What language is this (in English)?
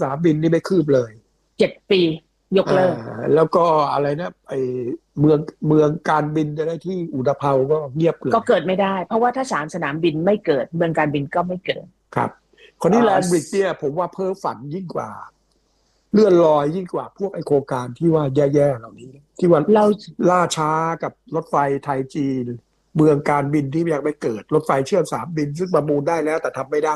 Thai